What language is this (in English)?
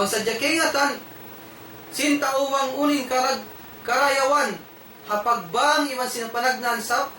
Tausug